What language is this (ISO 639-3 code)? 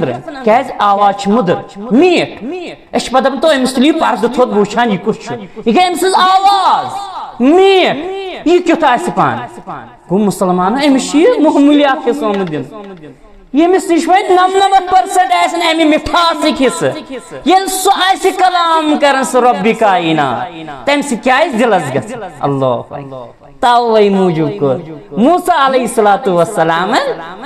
kas